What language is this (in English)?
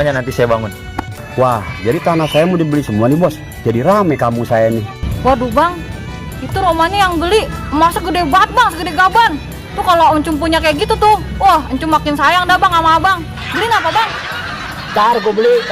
Betawi